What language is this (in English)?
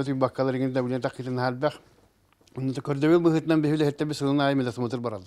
Yakut